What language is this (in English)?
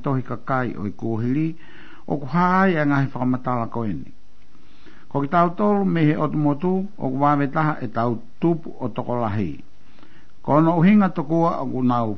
Tongan